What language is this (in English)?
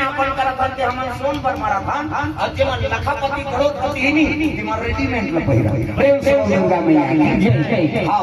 Chhattisgarhi